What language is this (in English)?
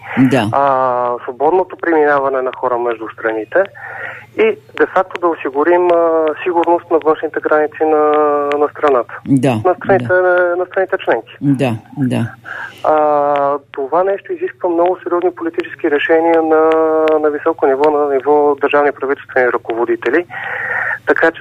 Bulgarian